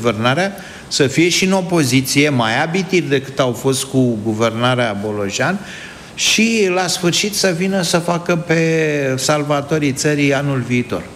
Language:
Romanian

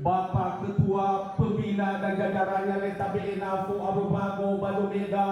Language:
Nias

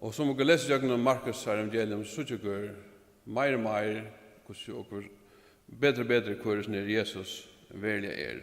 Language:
Faroese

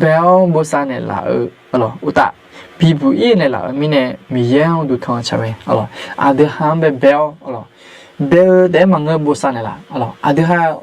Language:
Akha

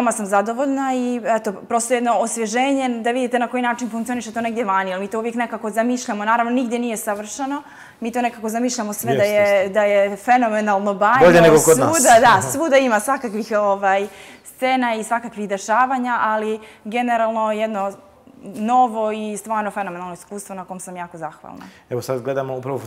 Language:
Bosnian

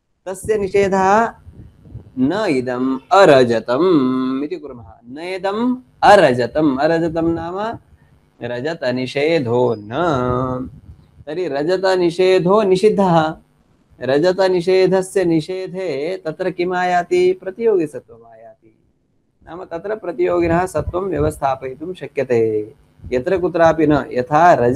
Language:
Sanskrit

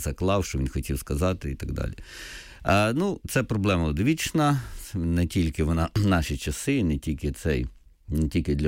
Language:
Ukrainian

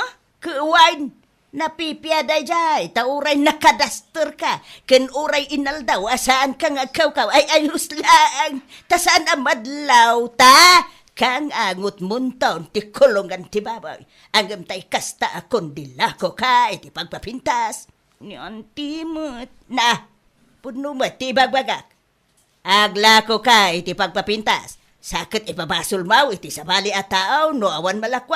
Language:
Iloko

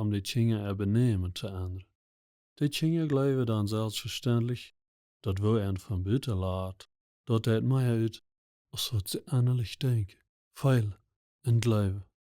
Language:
Plautdietsch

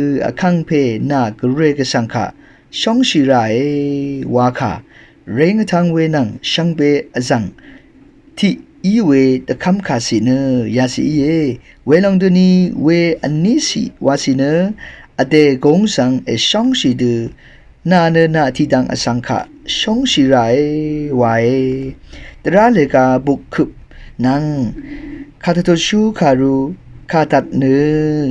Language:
Rawang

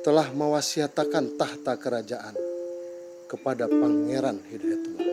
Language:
Banjar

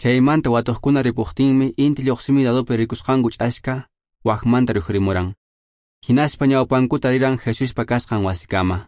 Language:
Quechua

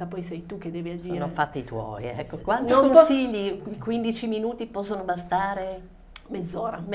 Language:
Italian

